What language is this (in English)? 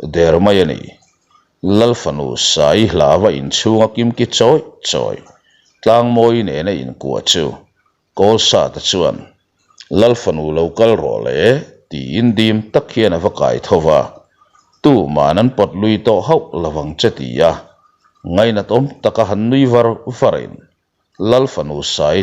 Mizo